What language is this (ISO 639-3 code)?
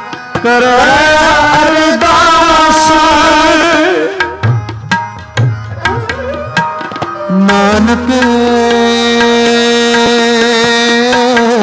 pan